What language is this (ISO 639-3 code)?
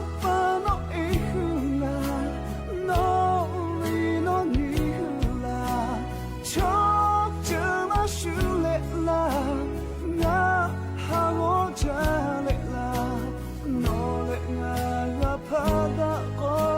lhu